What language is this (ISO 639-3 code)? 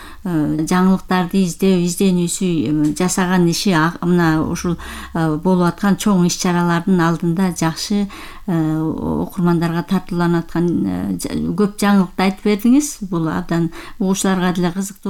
kir